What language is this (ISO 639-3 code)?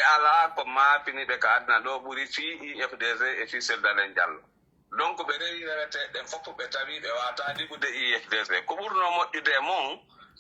fuf